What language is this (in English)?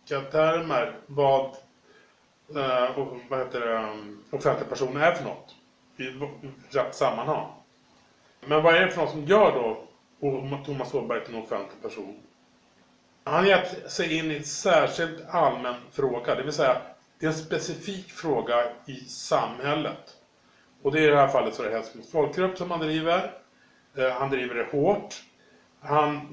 Swedish